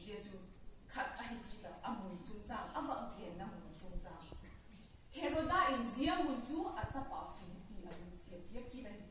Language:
Vaiphei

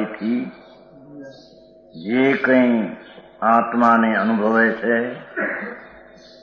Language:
Gujarati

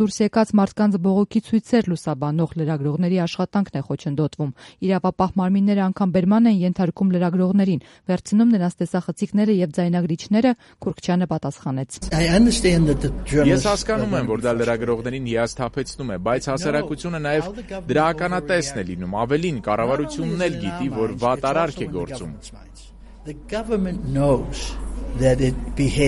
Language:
Armenian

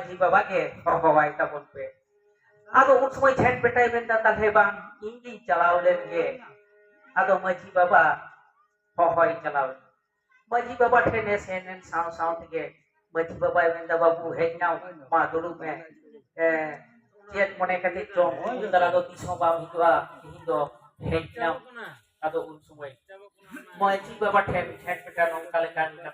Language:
Santali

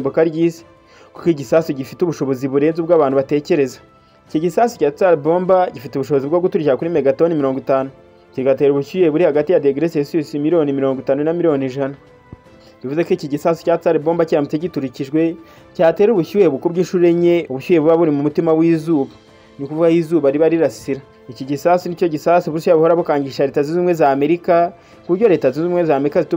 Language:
Kinyarwanda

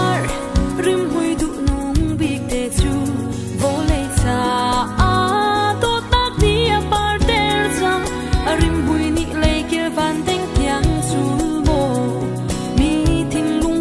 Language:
Falam Chin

